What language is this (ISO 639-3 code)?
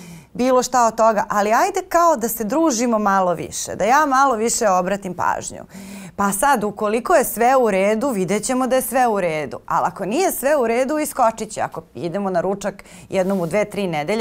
srp